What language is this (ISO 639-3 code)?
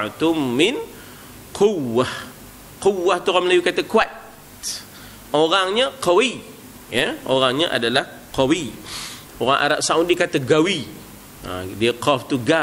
msa